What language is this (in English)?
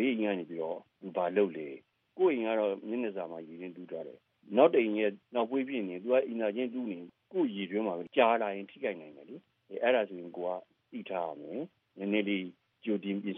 Burmese